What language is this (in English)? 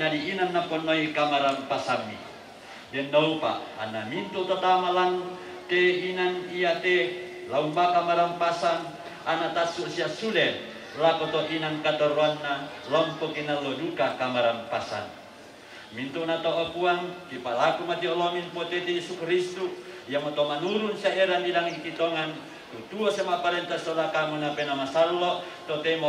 Toraja-Sa'dan